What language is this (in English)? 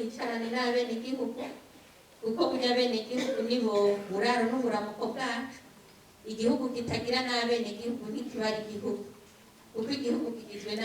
Rundi